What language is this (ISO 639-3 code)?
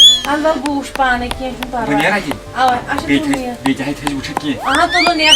kas